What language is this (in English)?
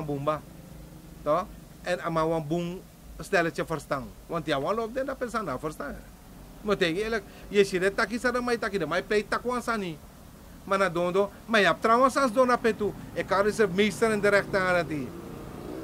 Sranan Tongo